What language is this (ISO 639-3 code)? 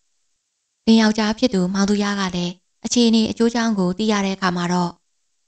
mya